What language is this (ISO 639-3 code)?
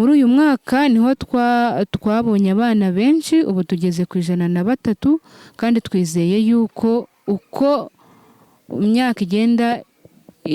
kin